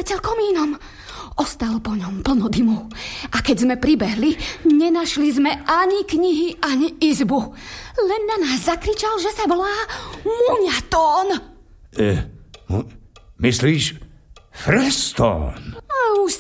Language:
Slovak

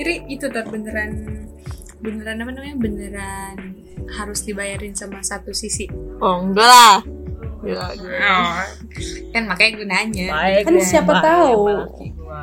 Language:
Indonesian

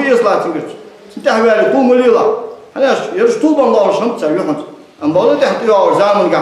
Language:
Ingush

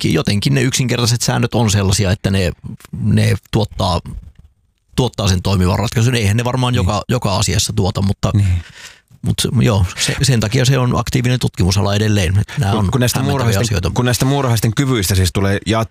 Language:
Finnish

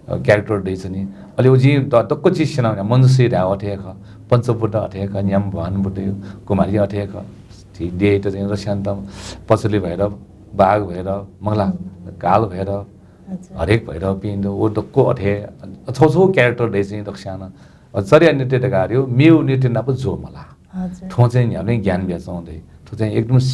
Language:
Newari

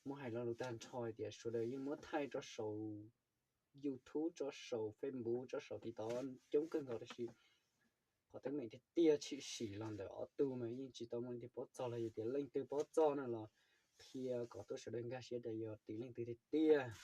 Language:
Hmong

